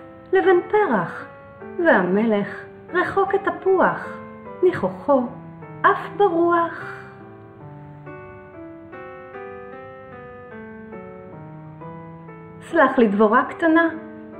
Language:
Hebrew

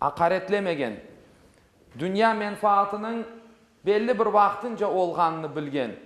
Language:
Crimean Tatar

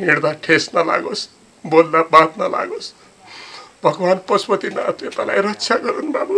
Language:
Nepali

